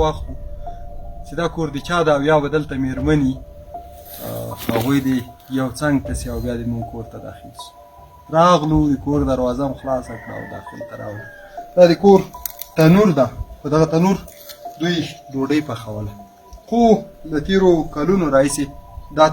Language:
Pashto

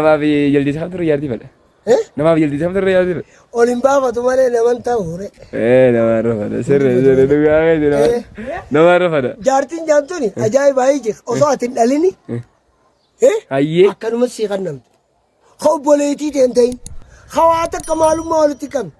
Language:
Oromo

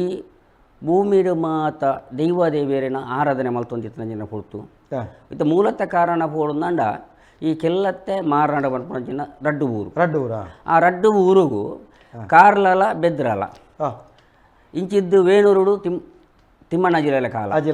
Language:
Tulu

